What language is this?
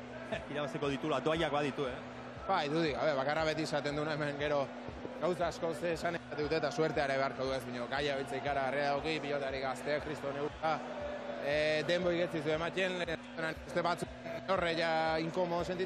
Basque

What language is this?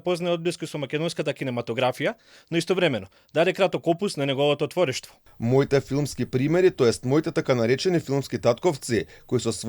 Macedonian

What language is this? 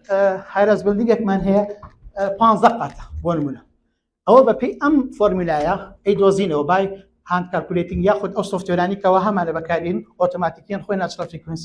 Central Kurdish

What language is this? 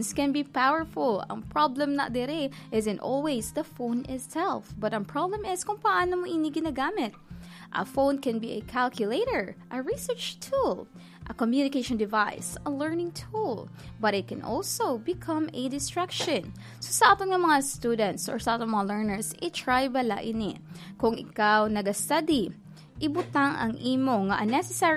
Hiligaynon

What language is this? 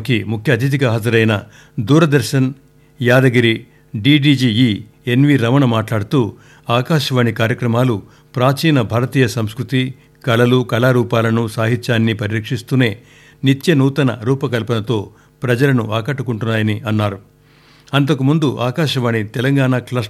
Telugu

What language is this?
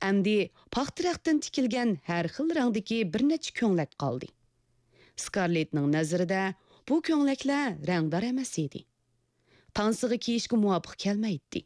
Uyghur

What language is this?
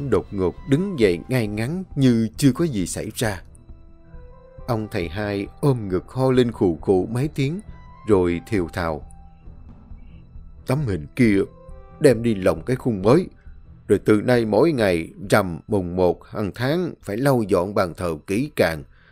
Vietnamese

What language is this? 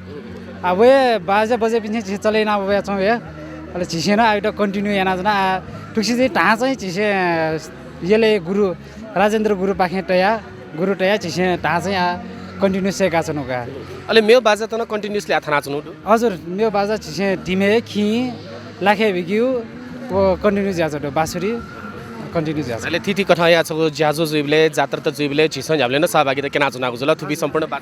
Newari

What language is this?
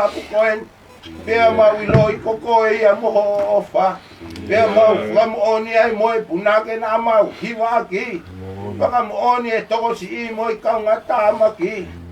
Tongan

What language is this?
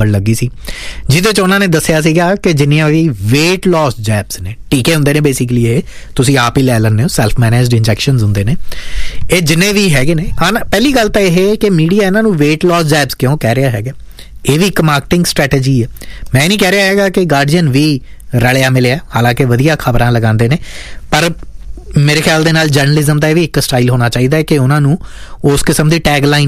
Punjabi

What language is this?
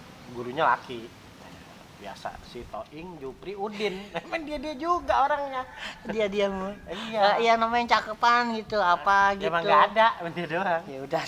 Betawi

